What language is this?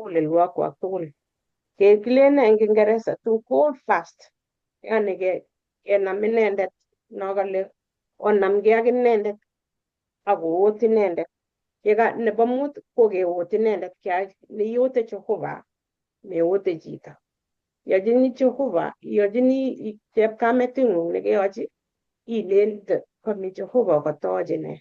Kalenjin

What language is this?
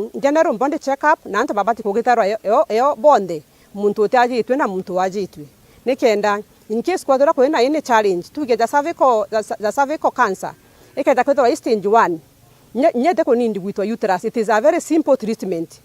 Meru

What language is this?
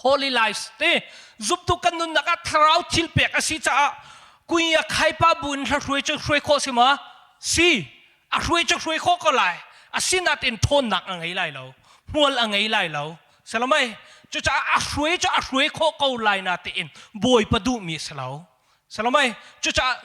Hakha Chin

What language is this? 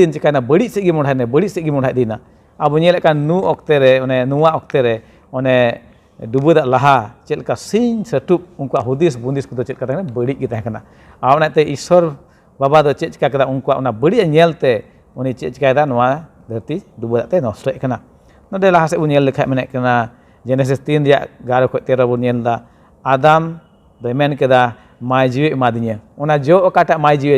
Santali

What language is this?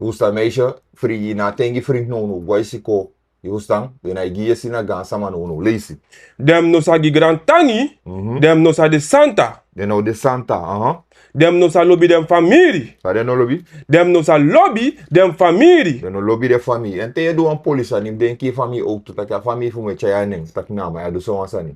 Sranan Tongo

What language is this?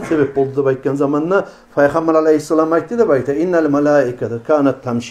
Kumyk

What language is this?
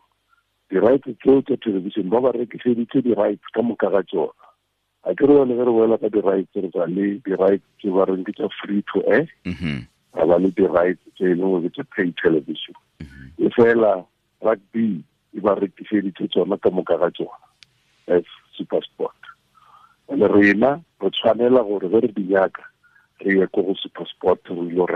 Tswana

